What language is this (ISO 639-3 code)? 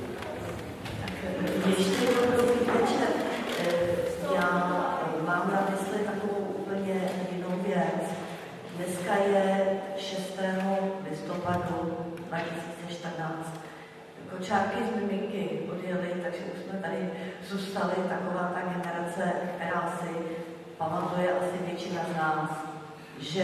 ces